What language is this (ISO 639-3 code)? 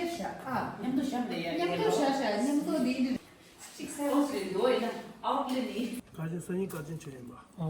bod